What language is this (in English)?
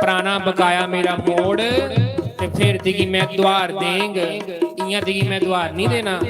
Dogri